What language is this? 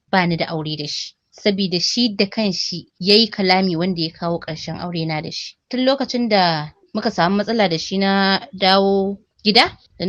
Hausa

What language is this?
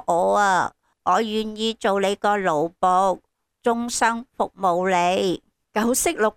Cantonese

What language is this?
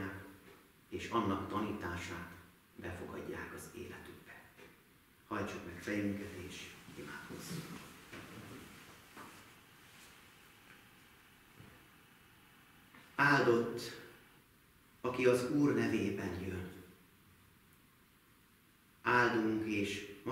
Hungarian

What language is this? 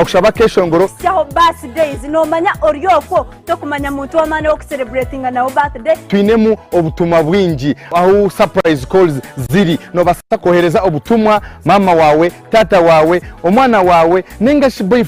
Nyankole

